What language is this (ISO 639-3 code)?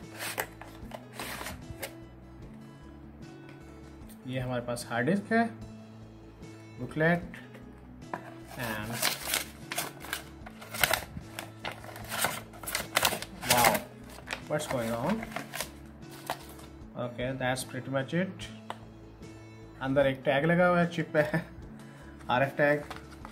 hin